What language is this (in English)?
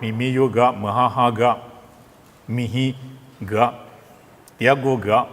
Lisu